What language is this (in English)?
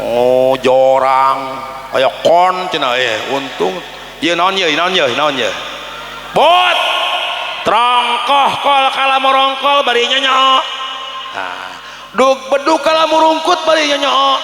Sundanese